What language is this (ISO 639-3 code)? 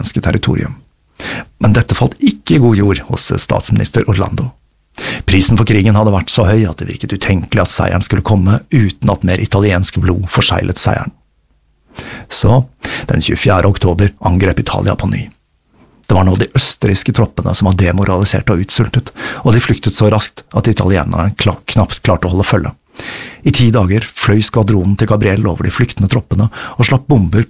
nor